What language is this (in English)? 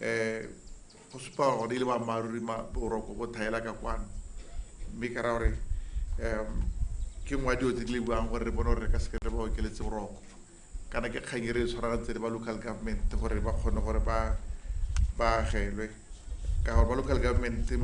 Tswana